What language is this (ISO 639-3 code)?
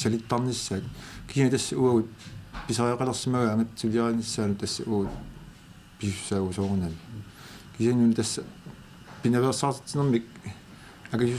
kal